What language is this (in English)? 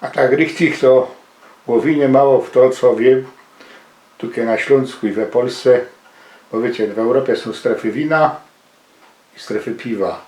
Silesian